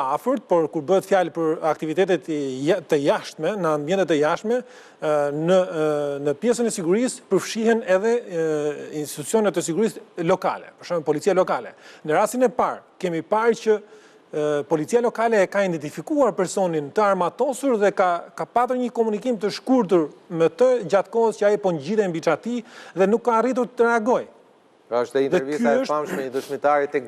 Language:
Albanian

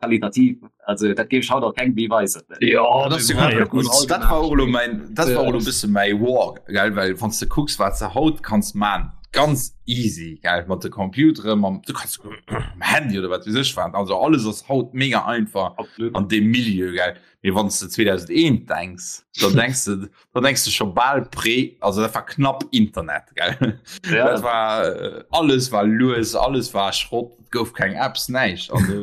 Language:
Luxembourgish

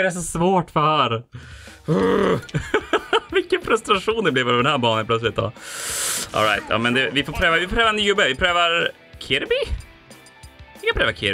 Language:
Swedish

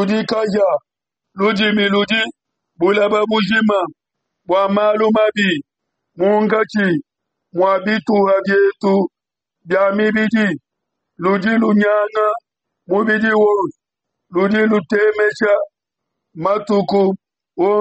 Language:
Luba-Lulua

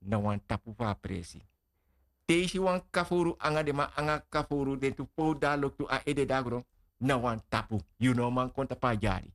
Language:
Sranan Tongo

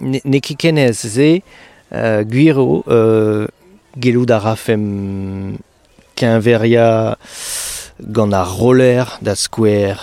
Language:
Breton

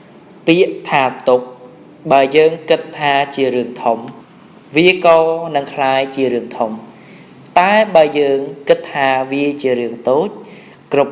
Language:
Khmer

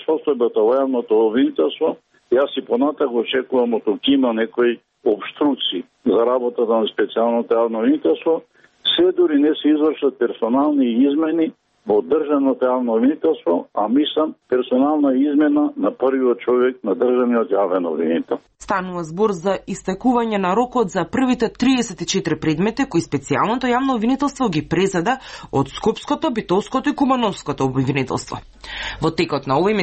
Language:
Macedonian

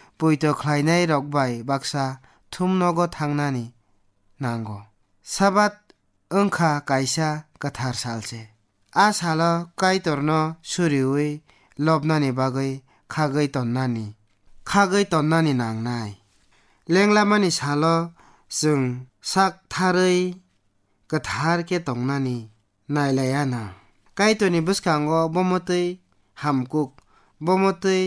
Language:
Kok Borok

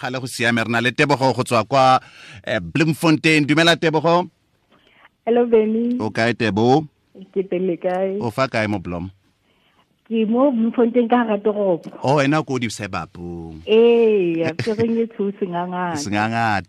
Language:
Tswana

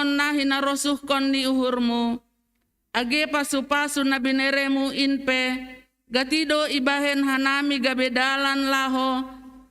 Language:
Batak Simalungun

